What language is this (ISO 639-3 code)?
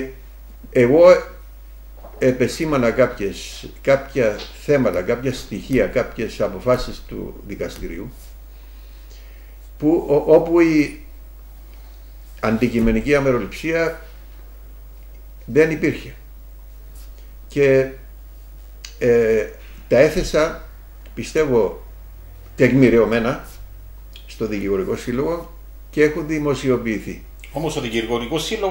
ell